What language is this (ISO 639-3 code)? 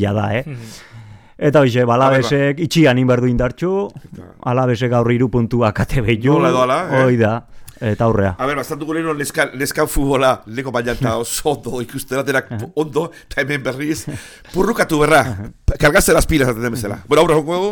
eus